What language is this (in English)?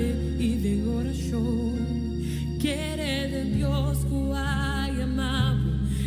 Papiamento